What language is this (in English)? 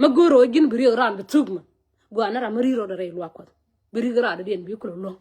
Nuer